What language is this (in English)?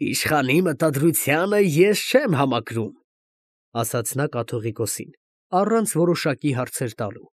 Armenian